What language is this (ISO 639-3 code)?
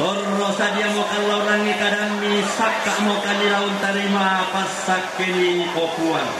sda